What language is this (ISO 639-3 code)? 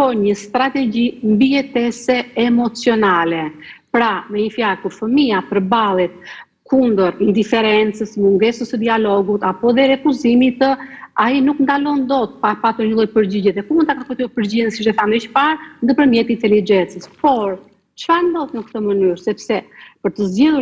sqi